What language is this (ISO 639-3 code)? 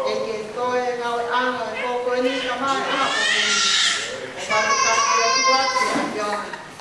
ton